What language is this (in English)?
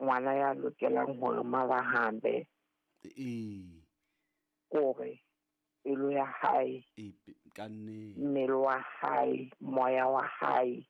Southern Sotho